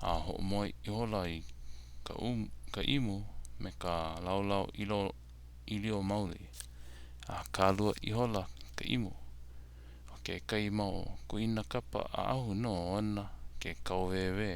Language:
Hawaiian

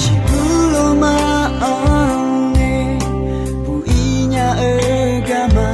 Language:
Akha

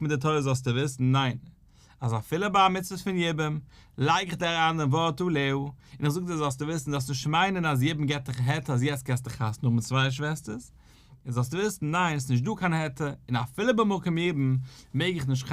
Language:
Yiddish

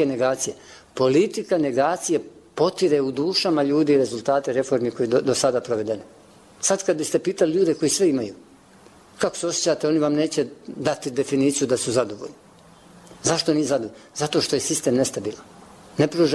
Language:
Bosnian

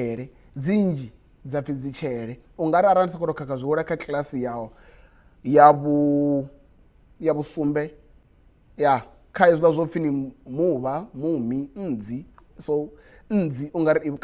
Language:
Venda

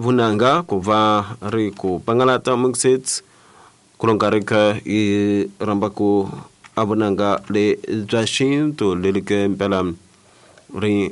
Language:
Tsonga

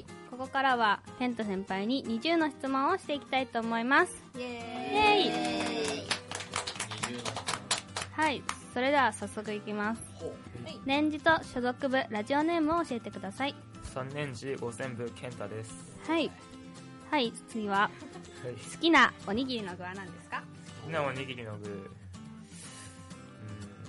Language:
Japanese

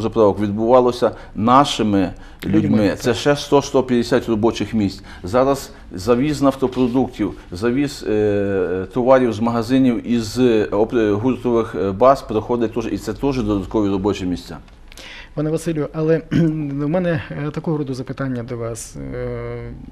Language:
Ukrainian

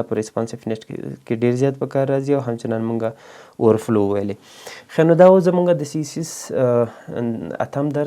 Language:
Pashto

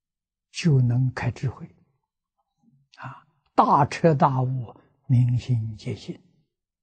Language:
Chinese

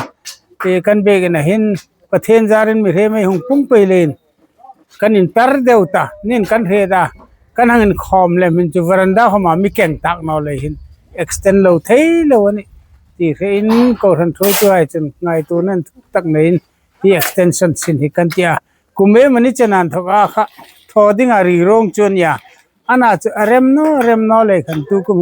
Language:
Hmar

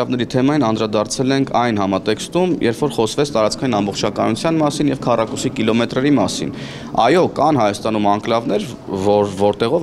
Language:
Armenian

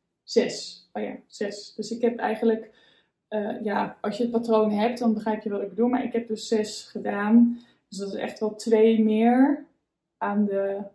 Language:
Dutch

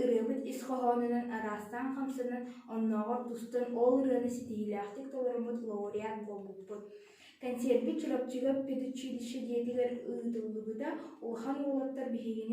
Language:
Yakut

